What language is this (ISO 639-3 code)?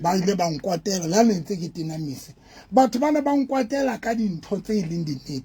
sot